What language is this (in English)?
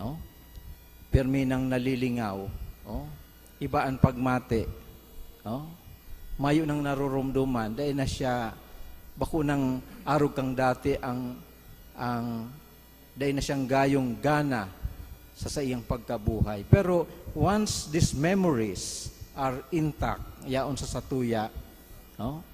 Bikol